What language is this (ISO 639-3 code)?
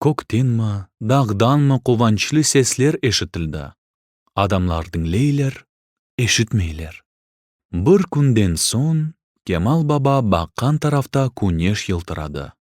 crh